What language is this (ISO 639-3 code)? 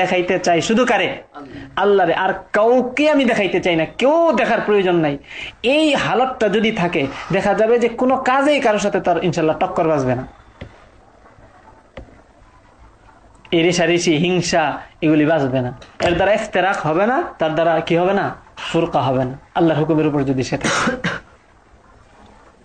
ben